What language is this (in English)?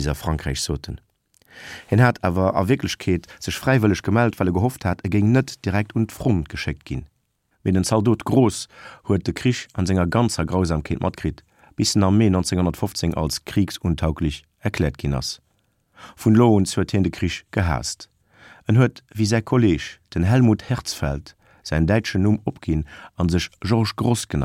Luxembourgish